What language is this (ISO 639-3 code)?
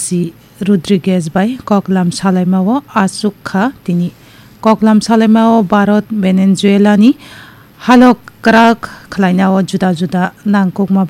trp